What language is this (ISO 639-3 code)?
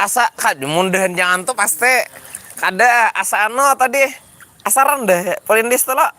bjn